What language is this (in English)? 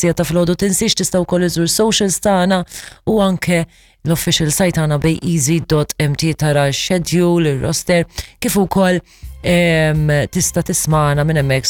Maltese